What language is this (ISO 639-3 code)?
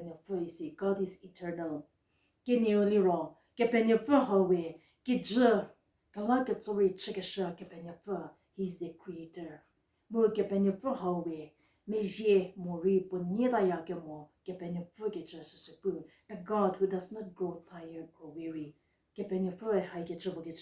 njm